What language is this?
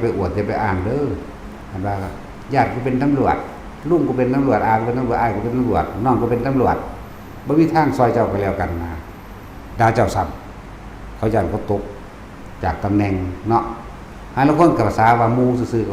Northeastern Thai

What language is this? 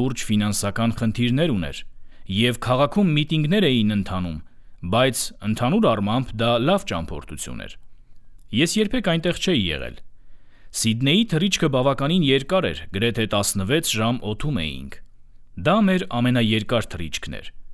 Armenian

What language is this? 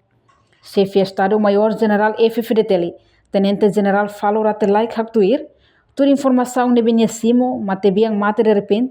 Tetum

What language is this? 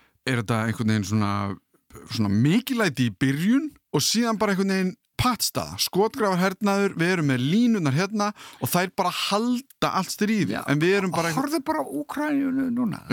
Icelandic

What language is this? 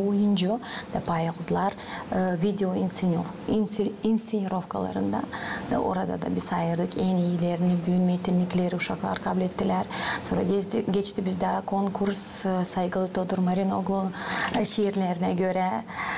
Gagauz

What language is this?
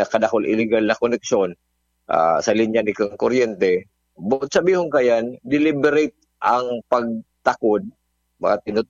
Bikol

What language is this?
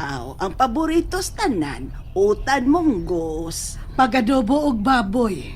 Cebuano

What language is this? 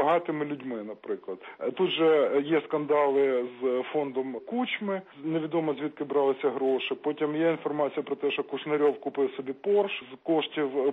Ukrainian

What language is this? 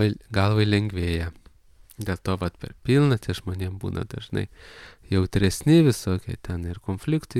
Lithuanian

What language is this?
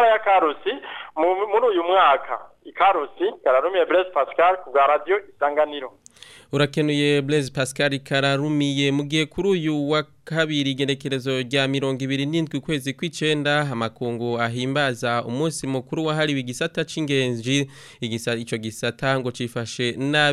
Rundi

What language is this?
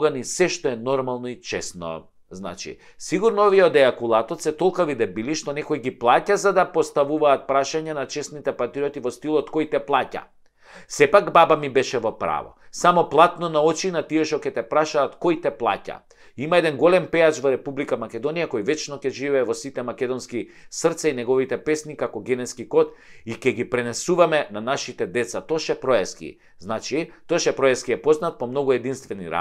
Macedonian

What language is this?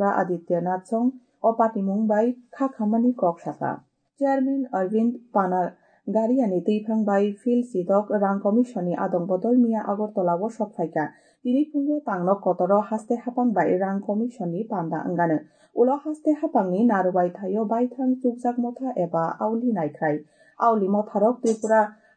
Kok Borok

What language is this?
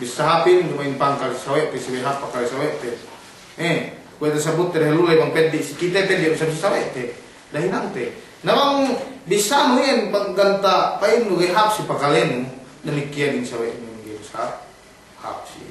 Yakan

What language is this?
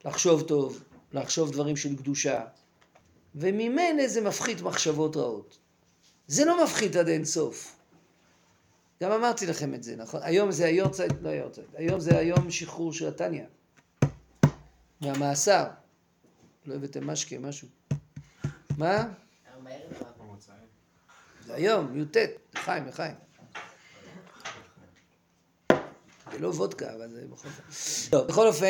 Hebrew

